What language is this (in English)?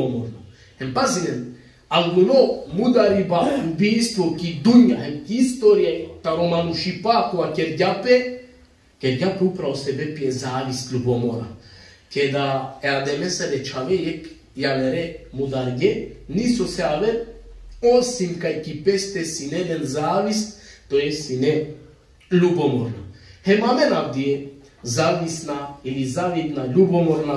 Balkan Romani